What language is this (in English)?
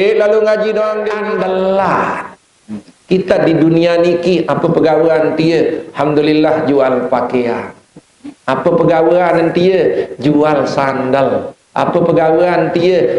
Sasak